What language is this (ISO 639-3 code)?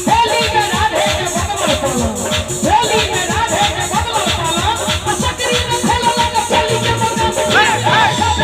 mai